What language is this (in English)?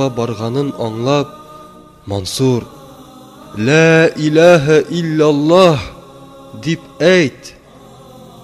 Tatar